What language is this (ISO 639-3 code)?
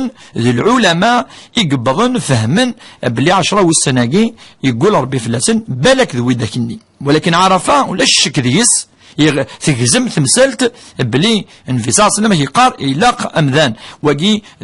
kab